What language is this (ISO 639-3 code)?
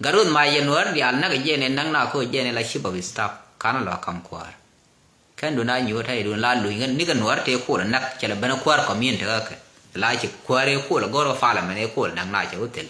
nus